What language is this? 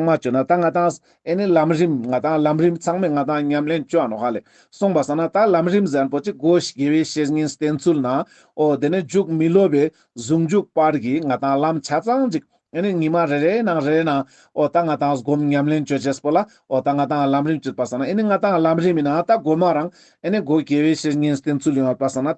Ladakhi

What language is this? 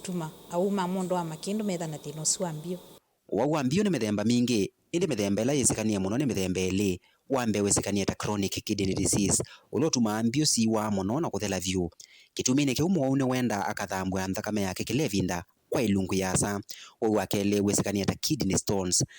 Kamba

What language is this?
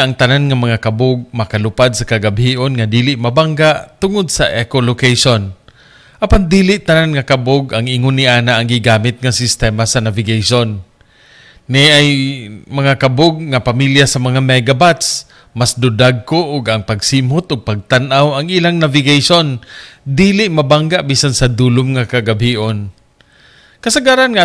Cebuano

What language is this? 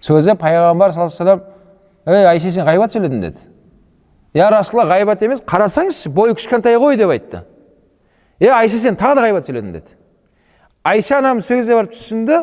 Kazakh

